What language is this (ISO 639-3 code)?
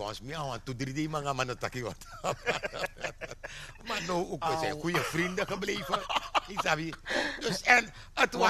nld